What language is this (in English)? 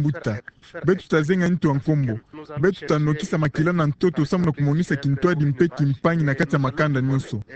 Kituba (Democratic Republic of Congo)